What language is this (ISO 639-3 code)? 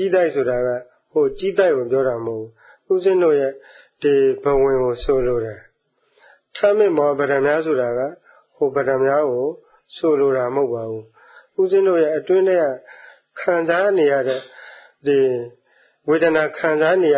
mya